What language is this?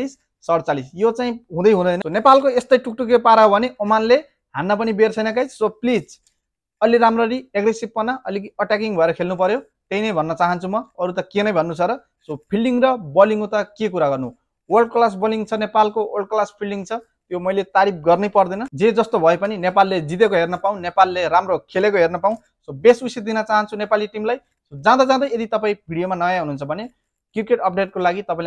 Nepali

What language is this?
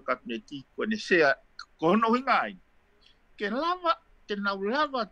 Tongan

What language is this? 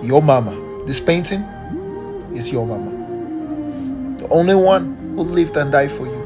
Jamaican Creole English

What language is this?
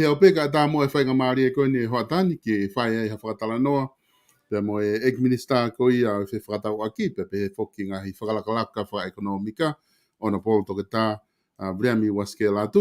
Tongan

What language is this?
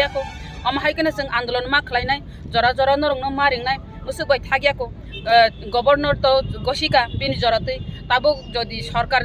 Kok Borok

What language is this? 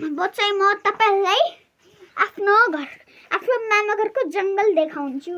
Nepali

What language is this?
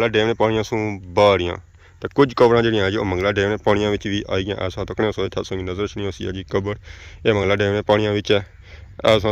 Pahari-Potwari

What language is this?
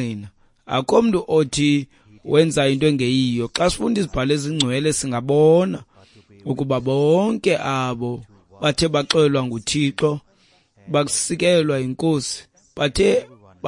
Xhosa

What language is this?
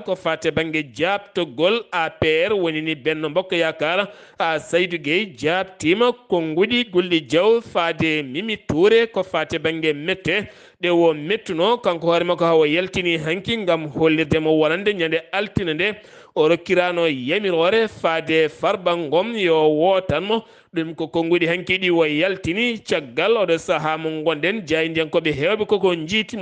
Fula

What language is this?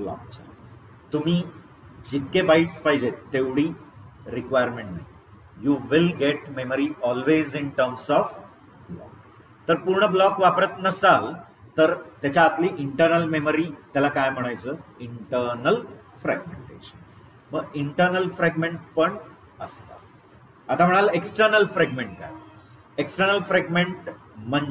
Marathi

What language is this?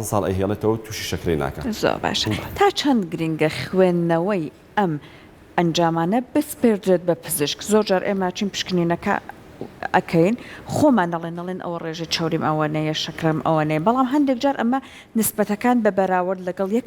Central Kurdish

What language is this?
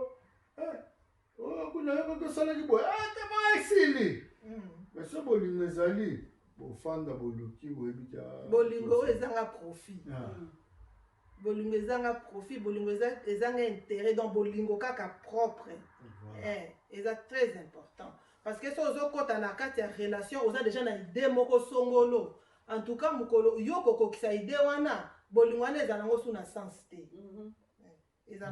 Lingala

